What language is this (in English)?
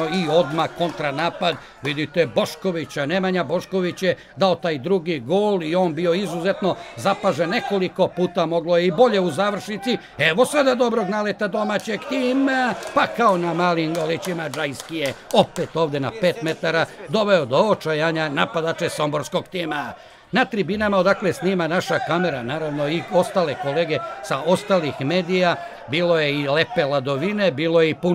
Serbian